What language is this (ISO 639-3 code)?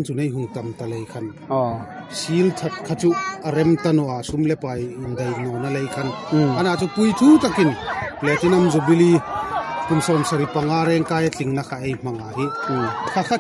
hmr